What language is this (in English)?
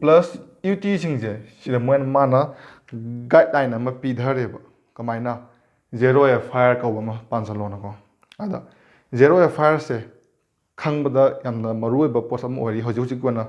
Manipuri